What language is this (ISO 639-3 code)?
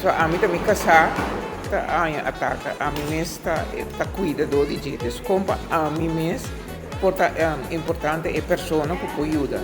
pap